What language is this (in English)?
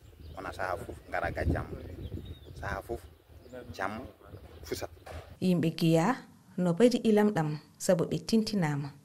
Fula